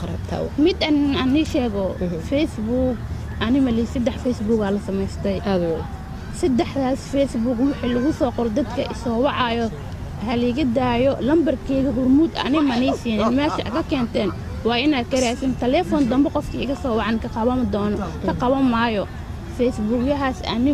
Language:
Somali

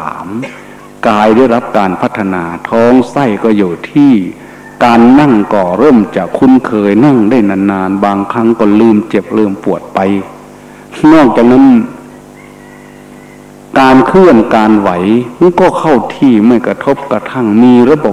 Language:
Thai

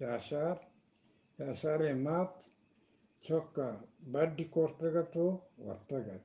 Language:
Eastern Balochi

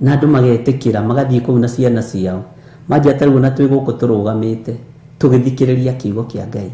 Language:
Kikuyu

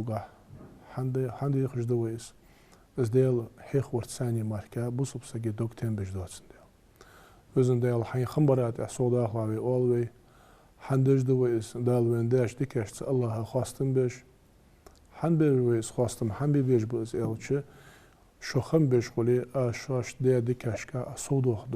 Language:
Ingush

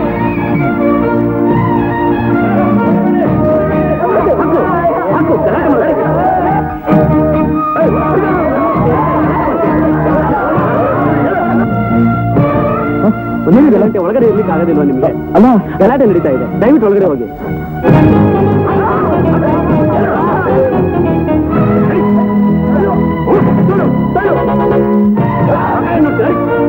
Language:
Kannada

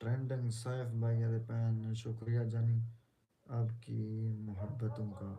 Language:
Saraiki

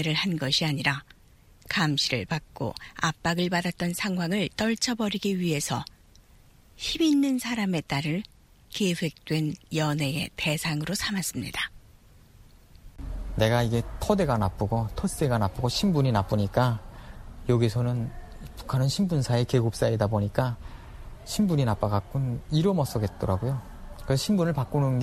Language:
Korean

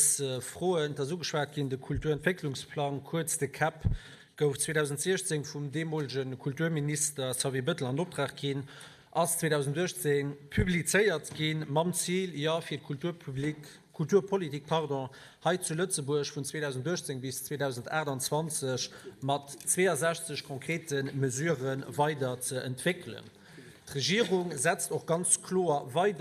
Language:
Luxembourgish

